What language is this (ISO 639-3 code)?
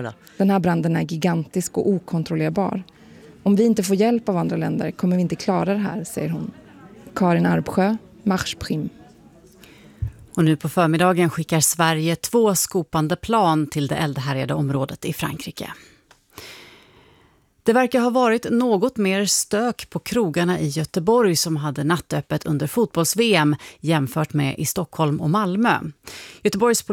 swe